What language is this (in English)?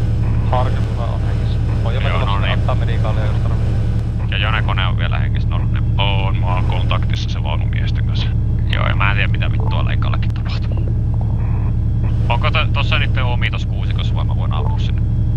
Finnish